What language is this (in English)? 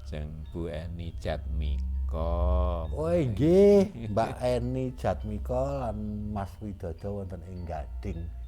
Javanese